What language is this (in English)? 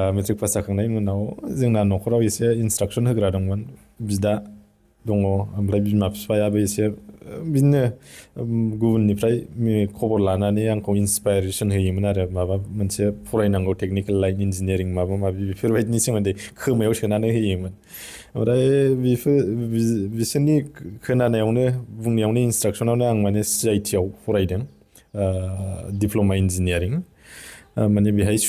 Bodo